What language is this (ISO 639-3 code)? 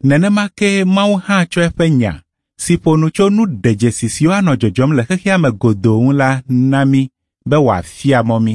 ewe